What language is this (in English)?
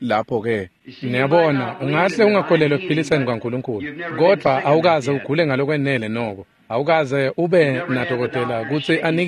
Swati